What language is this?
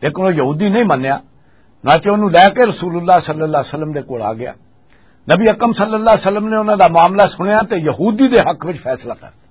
Western Panjabi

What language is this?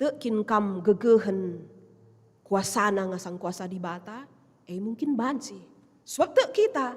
Batak Karo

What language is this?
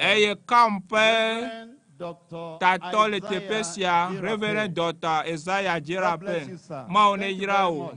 Ewe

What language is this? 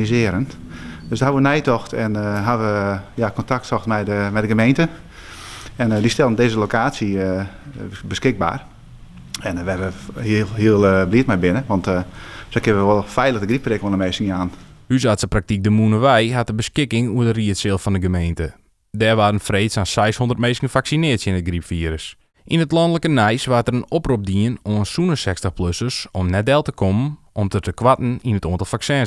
Western Frisian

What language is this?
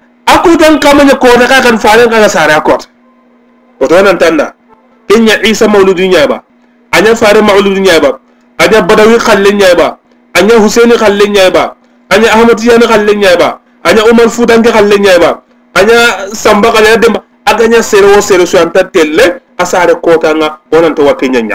Soninke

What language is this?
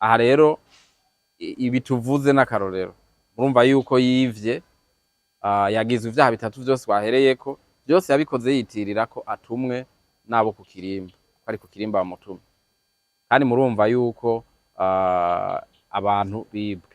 Rundi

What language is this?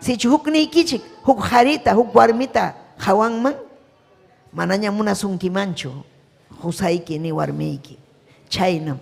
Ayacucho Quechua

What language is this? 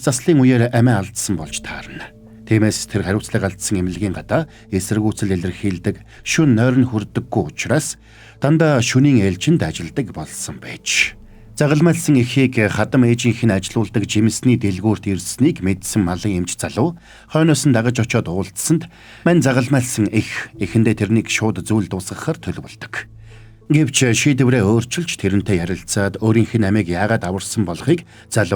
Mongolian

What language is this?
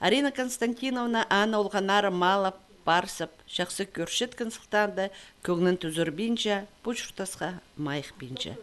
Khakas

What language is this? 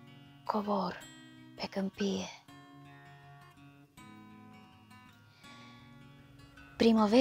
Romanian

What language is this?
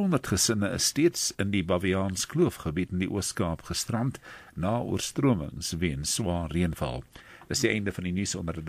Afrikaans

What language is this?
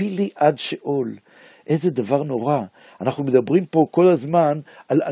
Hebrew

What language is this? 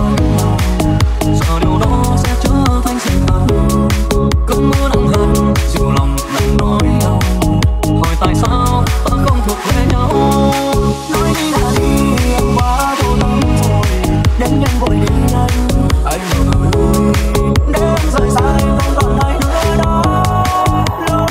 Vietnamese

